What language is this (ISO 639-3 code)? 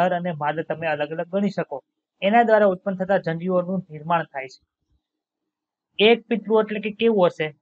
guj